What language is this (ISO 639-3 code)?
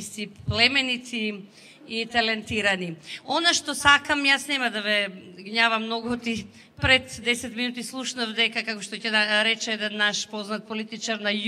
mkd